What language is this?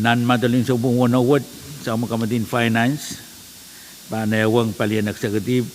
Pohnpeian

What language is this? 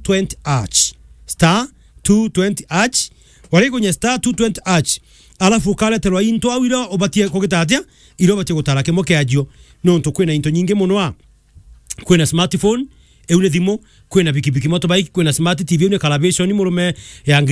Meru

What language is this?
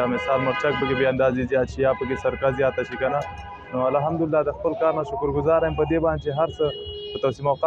Pashto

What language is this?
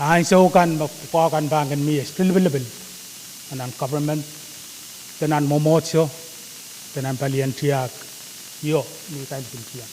Pohnpeian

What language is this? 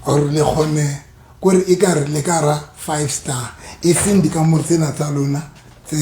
Southern Sotho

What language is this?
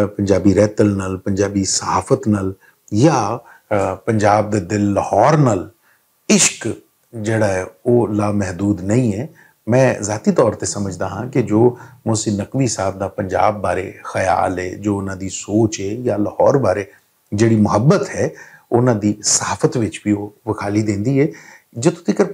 Western Panjabi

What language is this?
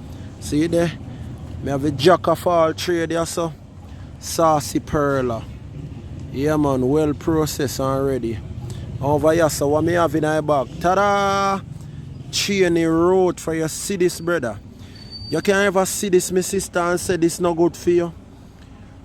Jamaican Creole English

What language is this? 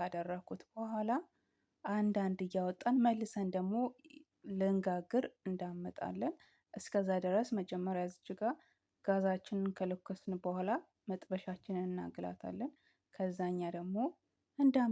Amharic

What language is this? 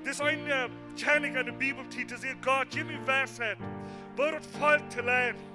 Plautdietsch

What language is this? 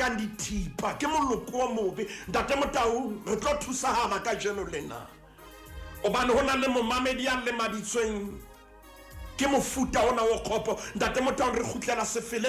Southern Sotho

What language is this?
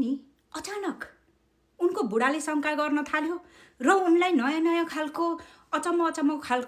Nepali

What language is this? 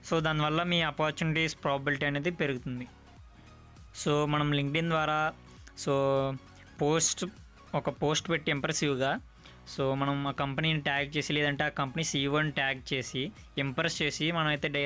Telugu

